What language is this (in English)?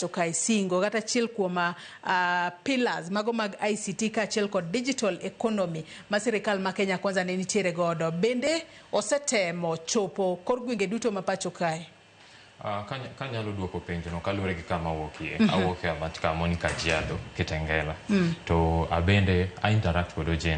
Luo (Kenya and Tanzania)